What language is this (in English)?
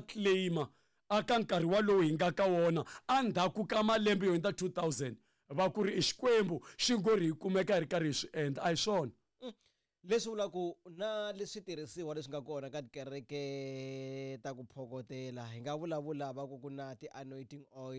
Tsonga